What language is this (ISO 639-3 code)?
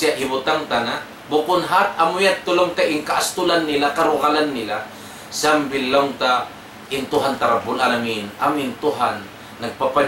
tsg